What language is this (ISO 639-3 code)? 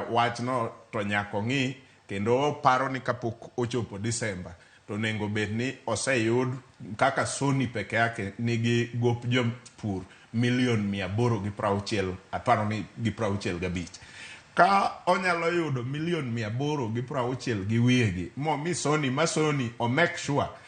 luo